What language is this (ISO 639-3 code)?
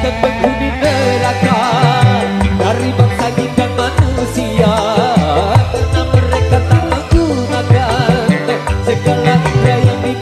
ind